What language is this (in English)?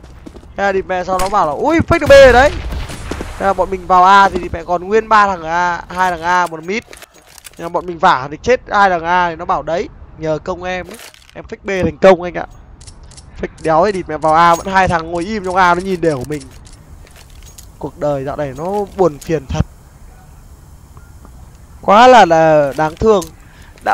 Vietnamese